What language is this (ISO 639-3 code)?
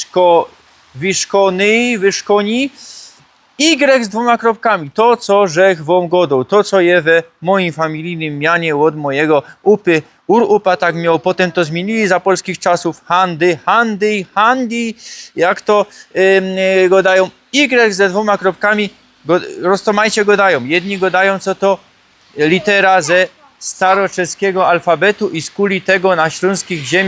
szl